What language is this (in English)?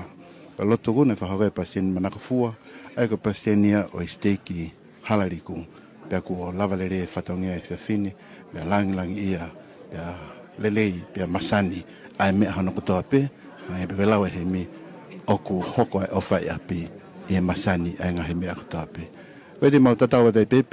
Tongan